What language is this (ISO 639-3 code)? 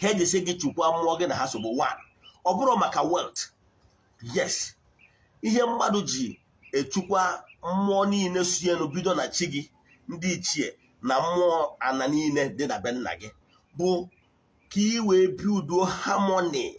ibo